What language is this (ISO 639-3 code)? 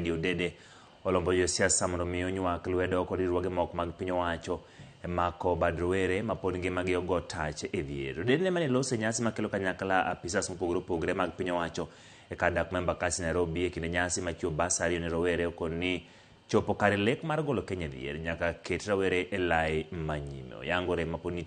luo